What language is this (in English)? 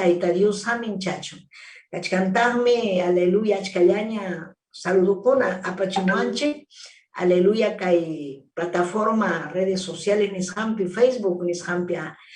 Ayacucho Quechua